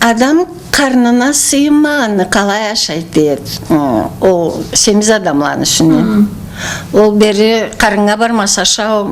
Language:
Karachay-Balkar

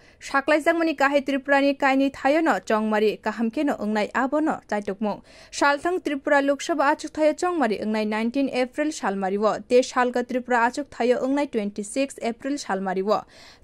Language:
Kok Borok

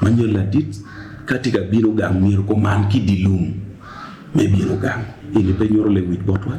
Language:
Acoli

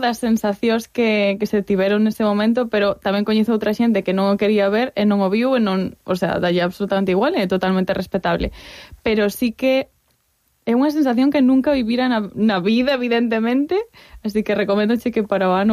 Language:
Galician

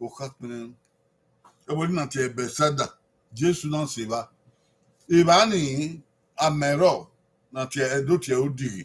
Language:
Bini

